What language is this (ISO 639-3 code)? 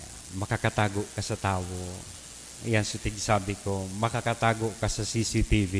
bik